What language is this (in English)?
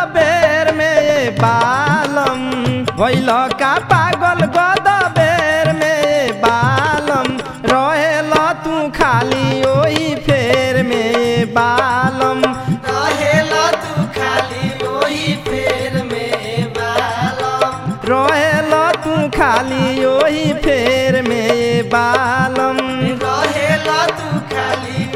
Bhojpuri